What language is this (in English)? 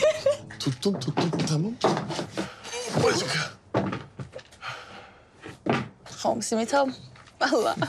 Turkish